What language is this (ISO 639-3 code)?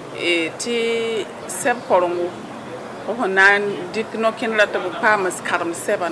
mos